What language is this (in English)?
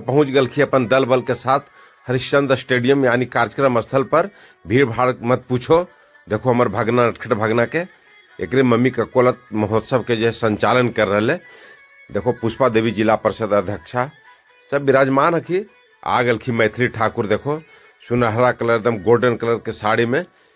Magahi